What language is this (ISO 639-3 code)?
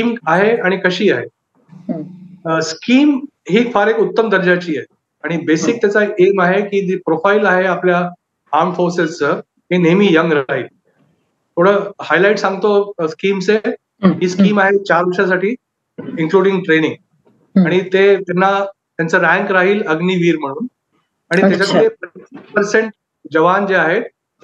mar